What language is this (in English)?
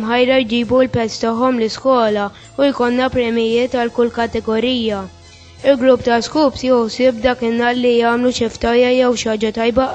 Maltese